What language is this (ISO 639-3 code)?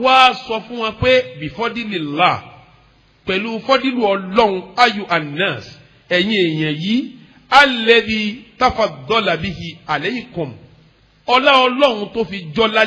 yor